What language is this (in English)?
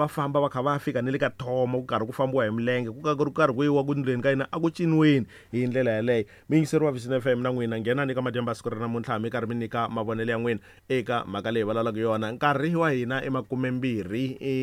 Tsonga